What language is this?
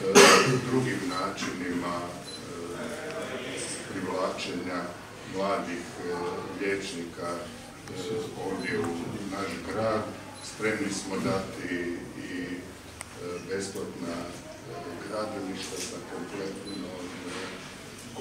Croatian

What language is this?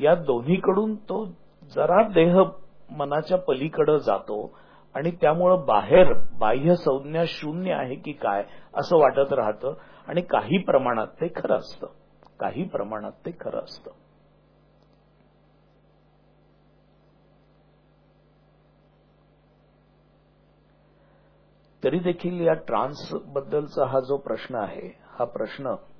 Marathi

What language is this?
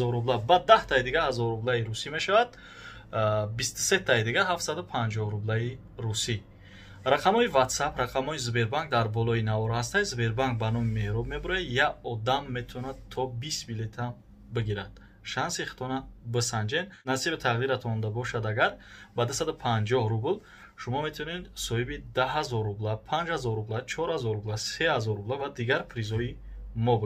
Tajik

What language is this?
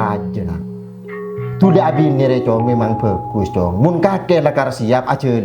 Madurese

